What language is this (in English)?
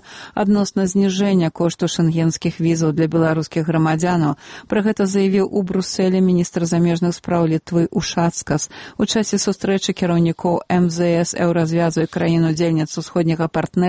Belarusian